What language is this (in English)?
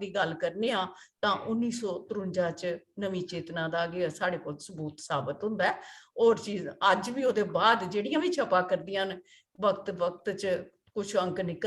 Dogri